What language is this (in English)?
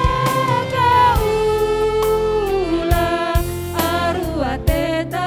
Batak Karo